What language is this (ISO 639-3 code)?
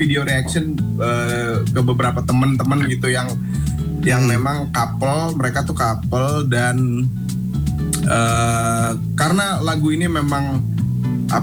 ind